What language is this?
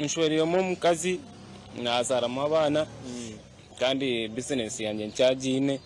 Nyankole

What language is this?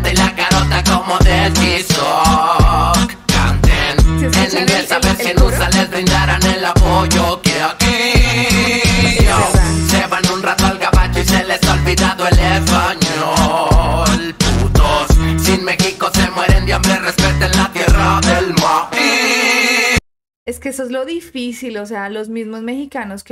Spanish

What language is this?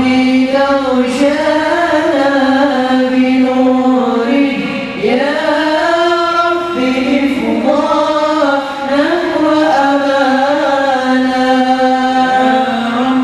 Arabic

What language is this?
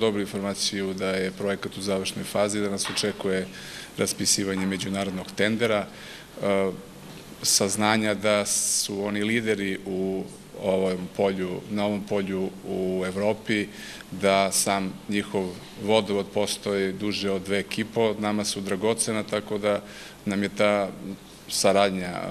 Serbian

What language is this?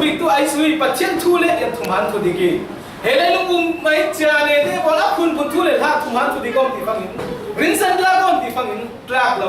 Falam Chin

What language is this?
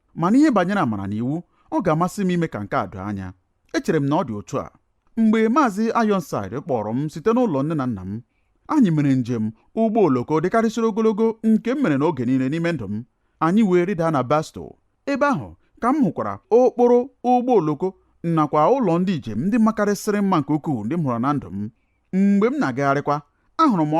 Igbo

